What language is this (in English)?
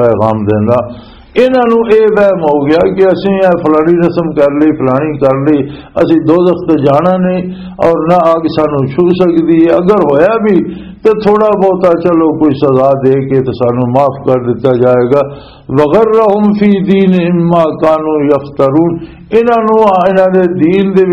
Western Panjabi